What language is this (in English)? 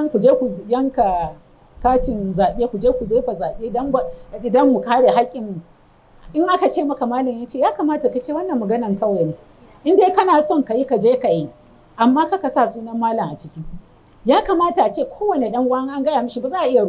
Hausa